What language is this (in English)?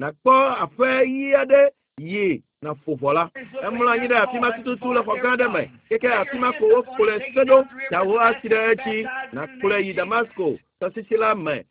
Ewe